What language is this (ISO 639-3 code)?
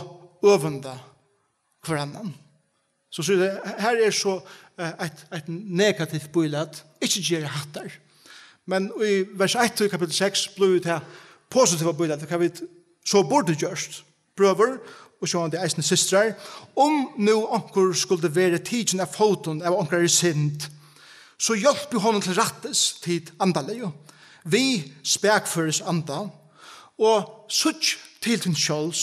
fao